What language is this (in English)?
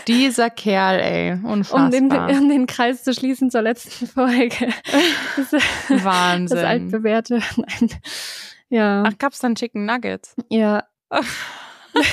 German